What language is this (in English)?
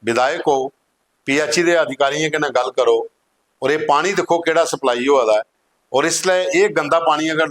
Dogri